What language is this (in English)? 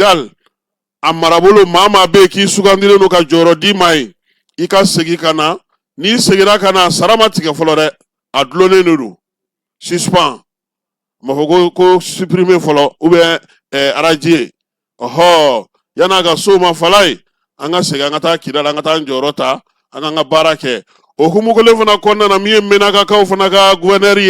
Bambara